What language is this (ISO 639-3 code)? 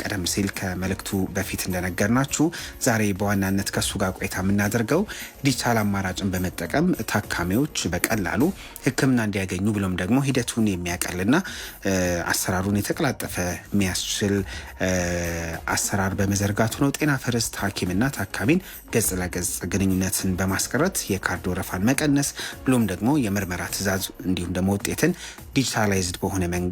amh